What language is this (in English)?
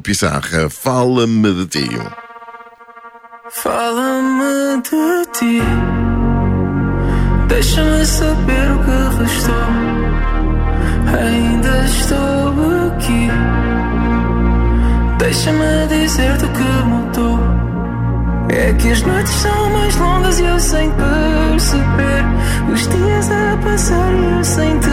Portuguese